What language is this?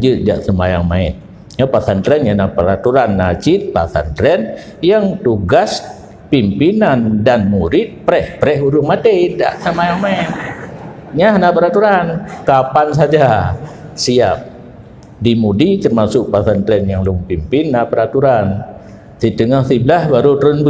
Achinese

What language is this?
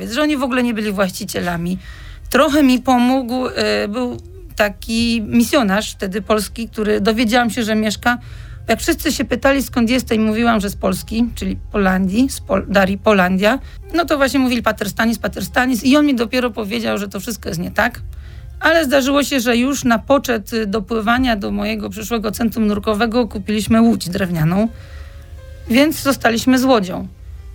Polish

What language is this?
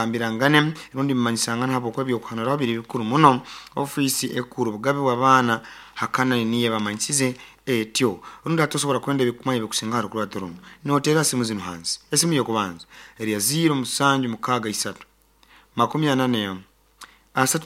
Nyoro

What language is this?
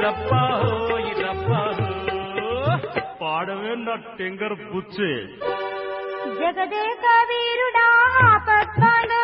Telugu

